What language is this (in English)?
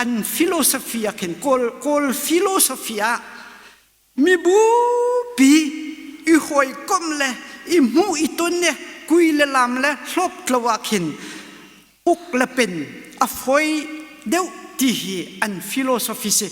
Hakha Chin